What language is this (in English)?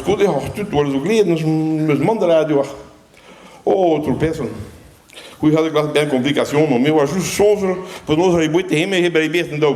Breton